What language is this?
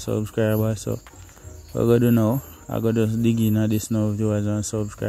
Jamaican Creole English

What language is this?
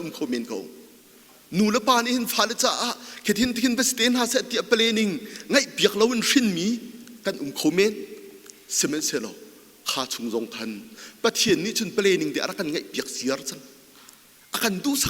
Hakha Chin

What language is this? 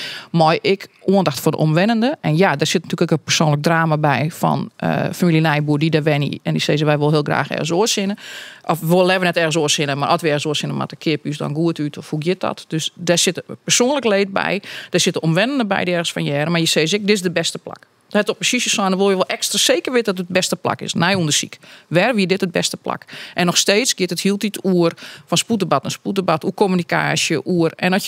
Western Frisian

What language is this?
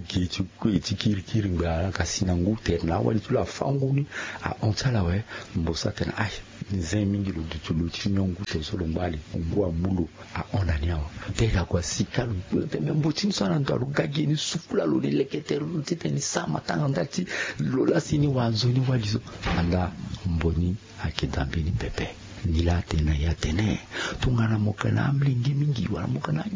Sango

